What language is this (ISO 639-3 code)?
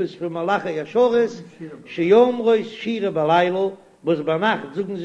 yid